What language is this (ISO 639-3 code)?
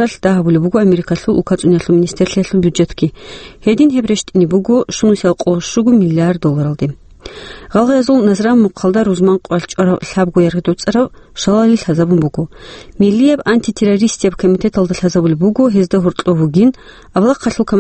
ava